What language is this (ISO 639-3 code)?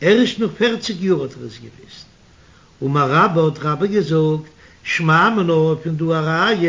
yid